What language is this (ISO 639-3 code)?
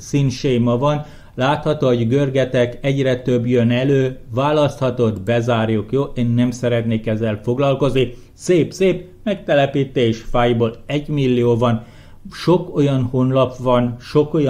hun